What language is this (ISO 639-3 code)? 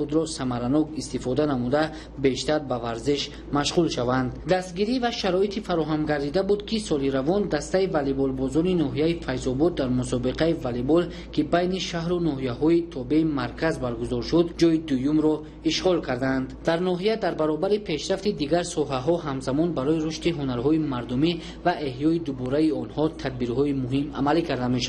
tgk